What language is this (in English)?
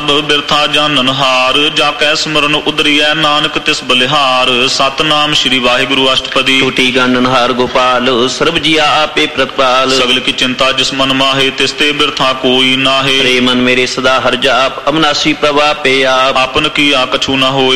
Punjabi